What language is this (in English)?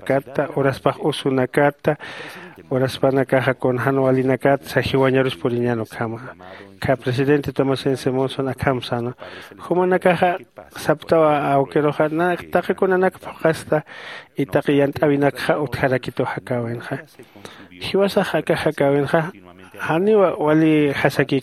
Aymara